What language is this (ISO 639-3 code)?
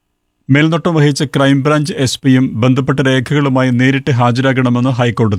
mal